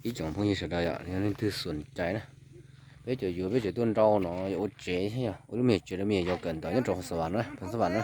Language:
Hmong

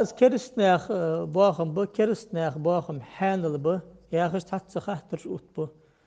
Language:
Ingush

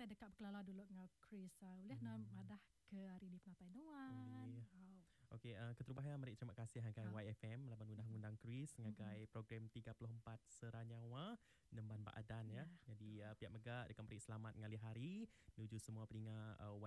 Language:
Iban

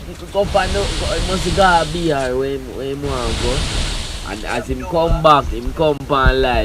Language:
Jamaican Creole English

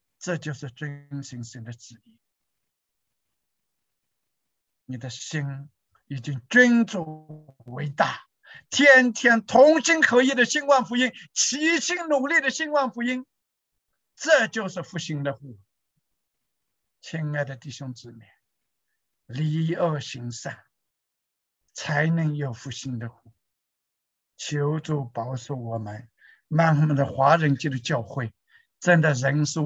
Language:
Chinese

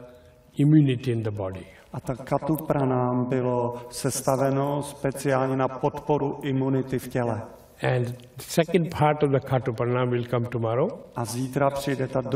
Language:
Czech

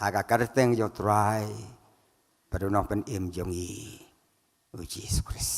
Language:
Khasi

